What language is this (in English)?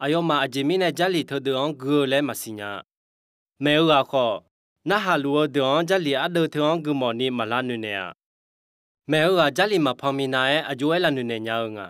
Akha